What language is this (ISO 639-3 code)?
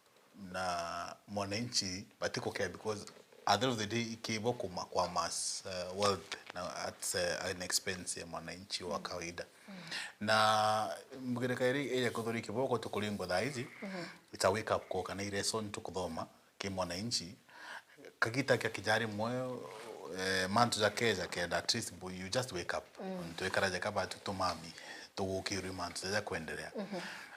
mer